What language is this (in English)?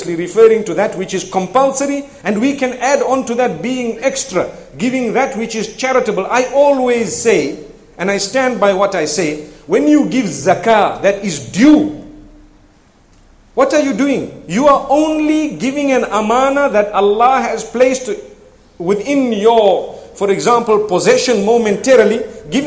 English